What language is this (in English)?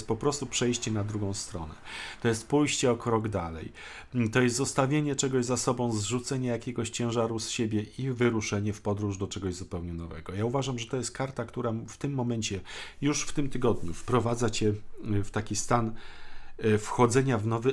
Polish